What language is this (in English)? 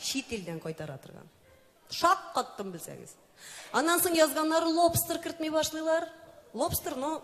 Tatar